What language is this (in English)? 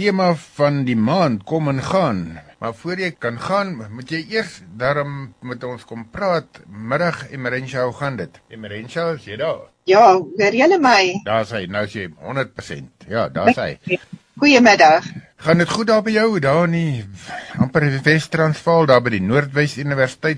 Afrikaans